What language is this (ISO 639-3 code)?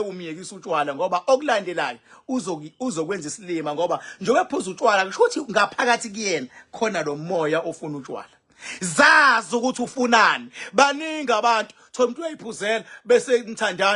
zul